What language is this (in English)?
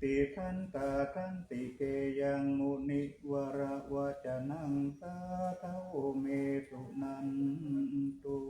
Pali